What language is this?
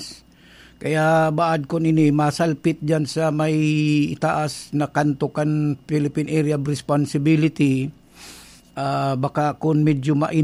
Bikol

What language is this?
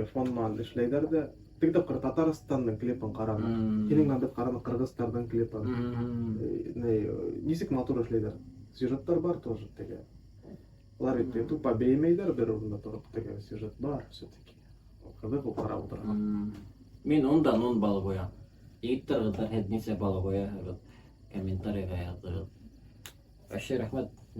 Bashkir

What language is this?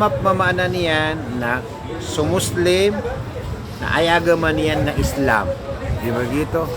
Maranao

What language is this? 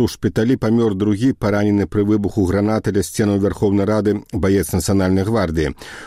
Belarusian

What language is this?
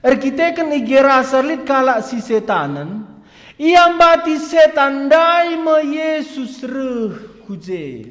Batak Karo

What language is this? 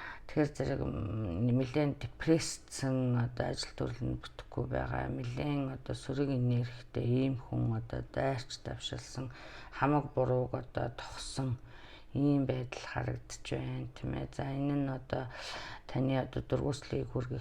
Mongolian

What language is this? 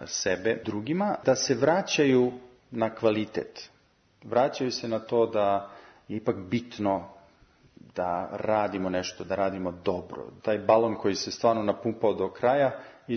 Serbian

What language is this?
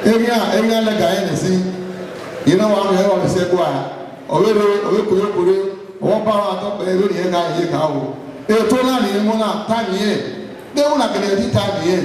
Bini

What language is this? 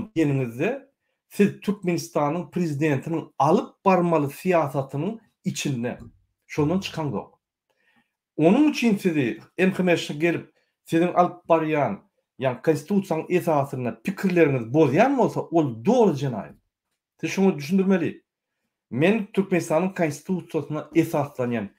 Turkmen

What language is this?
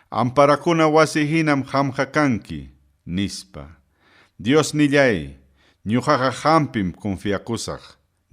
Ayacucho Quechua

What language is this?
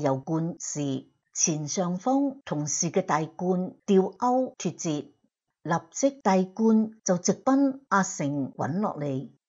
Cantonese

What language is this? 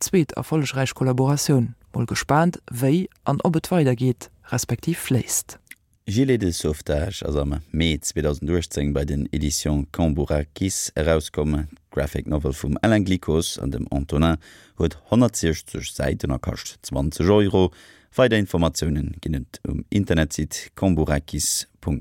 Luxembourgish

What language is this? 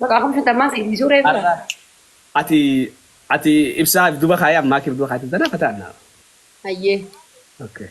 Oromo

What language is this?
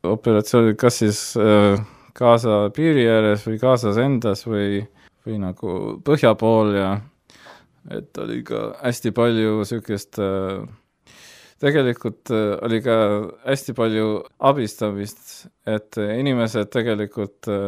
Estonian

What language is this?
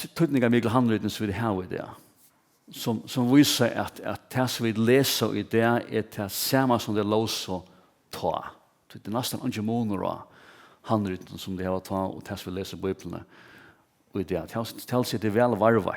Faroese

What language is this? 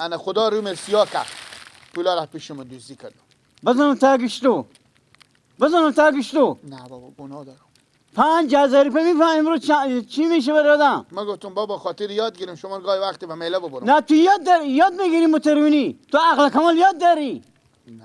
Persian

